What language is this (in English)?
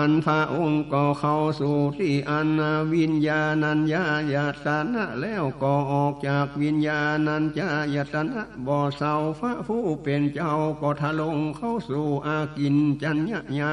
Northern Thai